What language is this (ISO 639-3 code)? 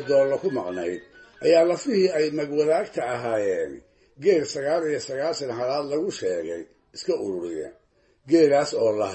som